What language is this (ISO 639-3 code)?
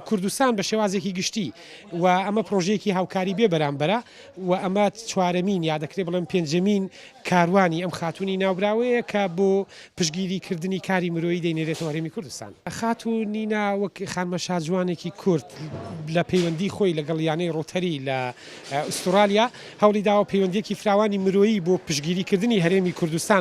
ckb